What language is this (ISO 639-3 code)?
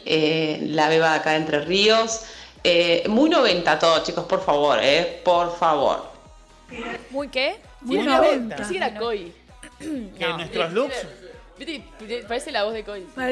spa